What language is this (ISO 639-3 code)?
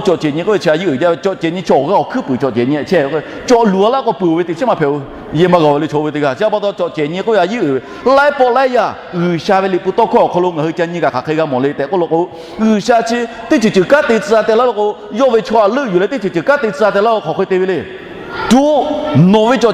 lhu